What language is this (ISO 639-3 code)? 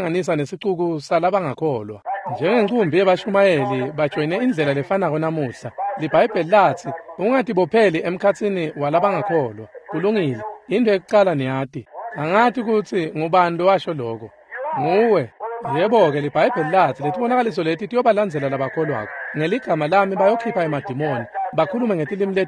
ssw